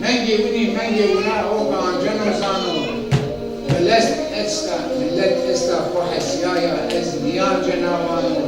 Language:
Zaza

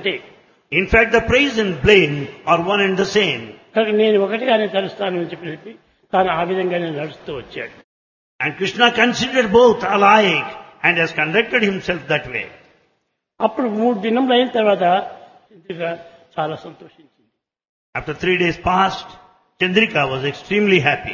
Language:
Telugu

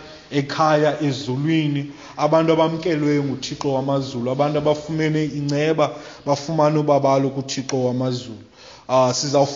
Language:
Xhosa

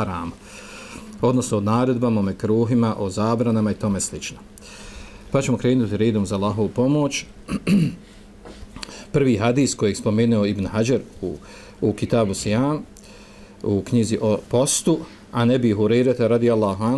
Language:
Bosnian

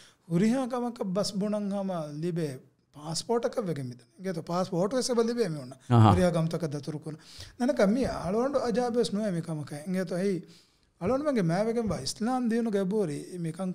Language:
Divehi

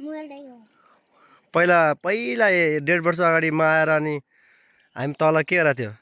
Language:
Nepali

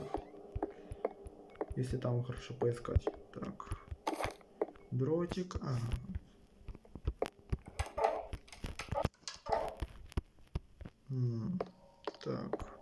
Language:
Russian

